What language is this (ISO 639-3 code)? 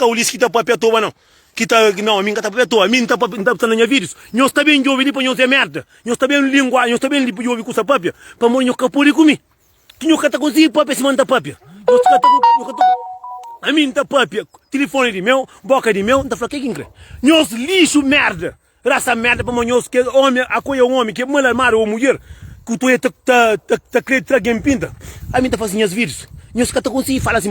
kea